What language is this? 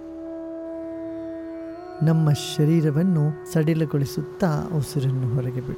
Kannada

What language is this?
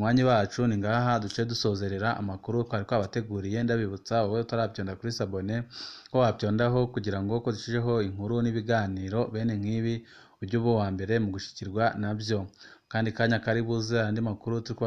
Rundi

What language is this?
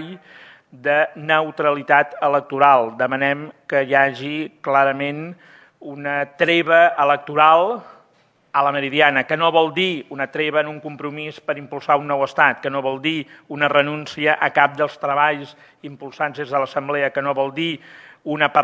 Catalan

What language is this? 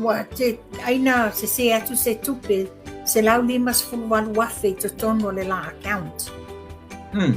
Samoan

